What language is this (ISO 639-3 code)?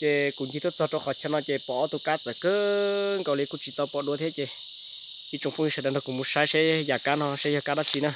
hmn